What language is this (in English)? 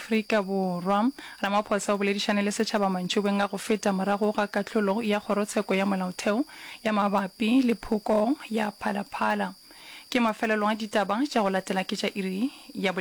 Northern Sotho